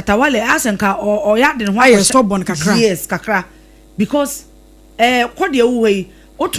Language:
Akan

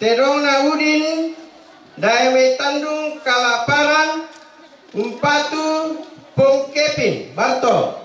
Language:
Toraja-Sa'dan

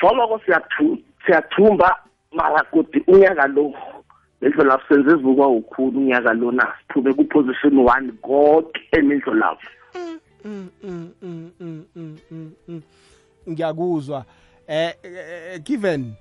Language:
South Ndebele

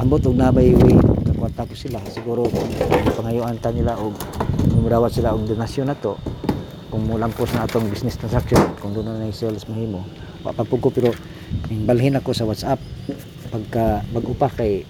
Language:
Cebuano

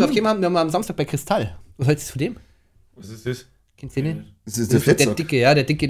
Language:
Bavarian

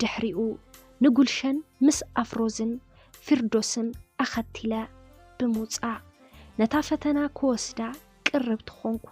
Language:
Tigrinya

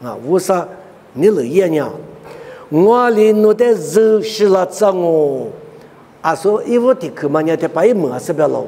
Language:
Lisu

